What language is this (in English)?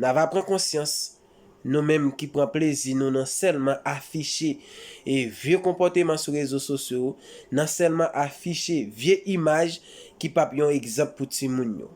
Haitian Creole